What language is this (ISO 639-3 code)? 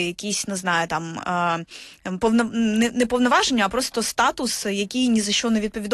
ukr